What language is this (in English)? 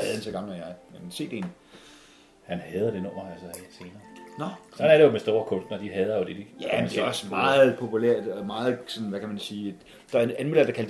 Danish